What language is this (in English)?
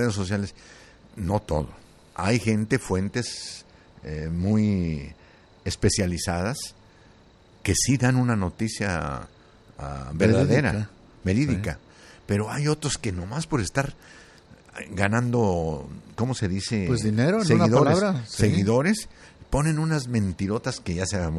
Spanish